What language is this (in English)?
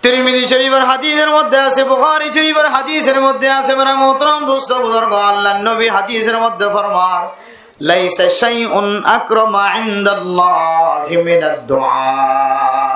Rohingya